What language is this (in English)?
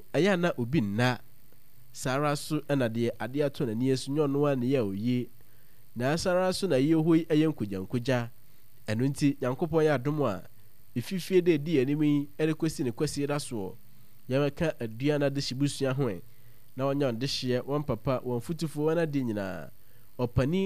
Akan